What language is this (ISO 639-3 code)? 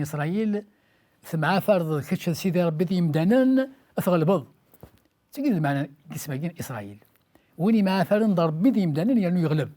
kab